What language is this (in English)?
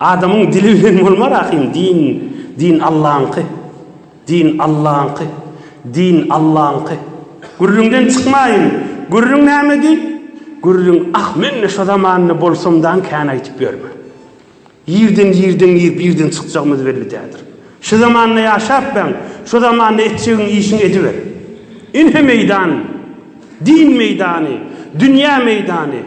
Turkmen